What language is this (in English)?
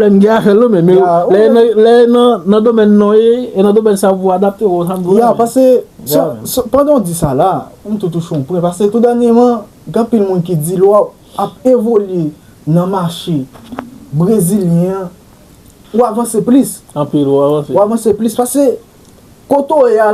Haitian Creole